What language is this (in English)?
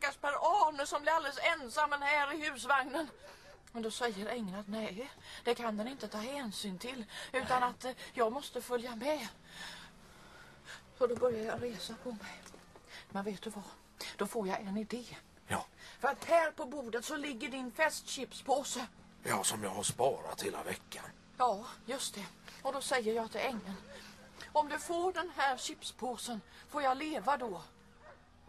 Swedish